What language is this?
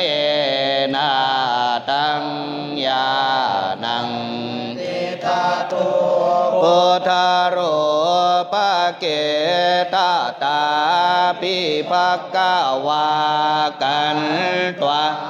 Pali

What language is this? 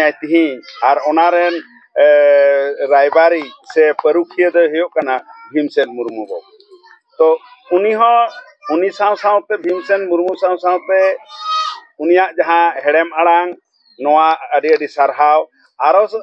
Santali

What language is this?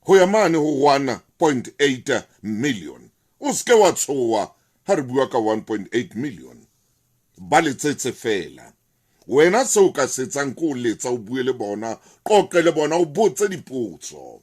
Southern Sotho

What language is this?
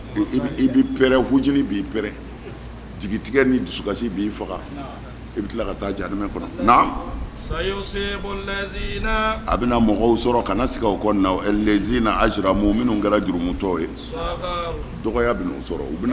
Bambara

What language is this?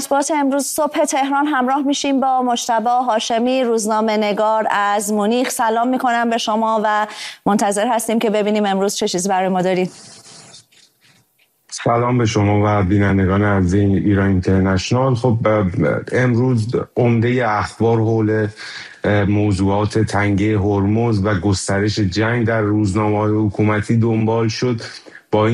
Persian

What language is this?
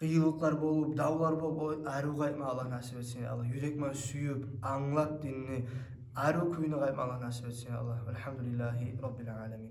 Kumyk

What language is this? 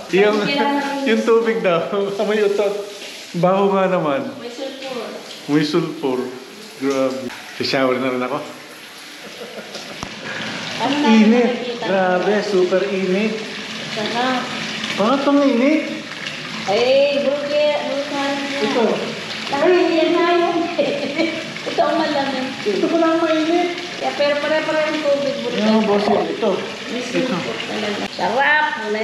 Filipino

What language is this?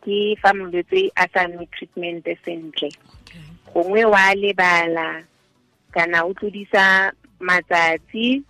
Tswana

